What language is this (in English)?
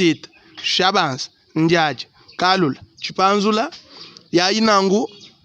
Luba-Lulua